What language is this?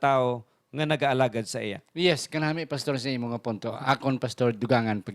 Hiligaynon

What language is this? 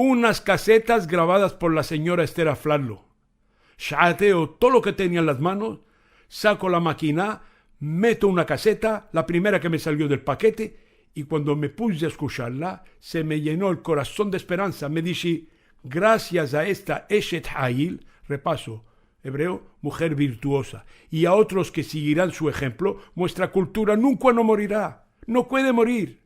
Ladino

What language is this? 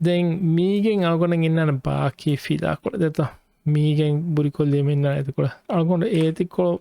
Divehi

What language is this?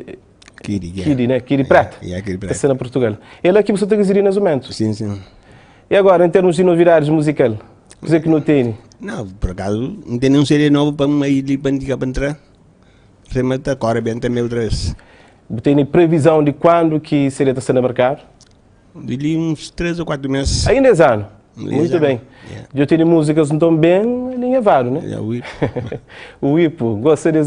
Kabuverdianu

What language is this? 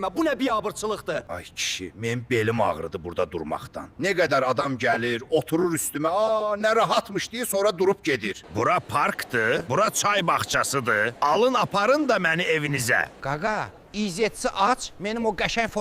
Azerbaijani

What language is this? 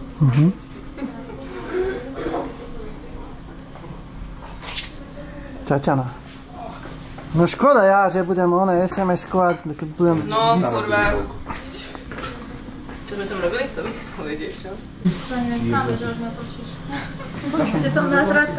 Slovak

